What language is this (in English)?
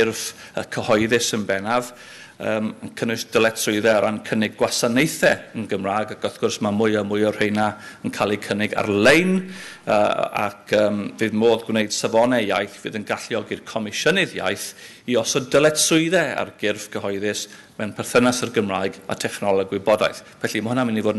Welsh